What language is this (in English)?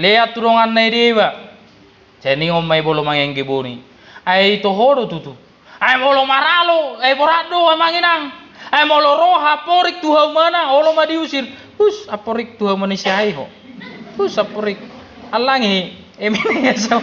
Batak Toba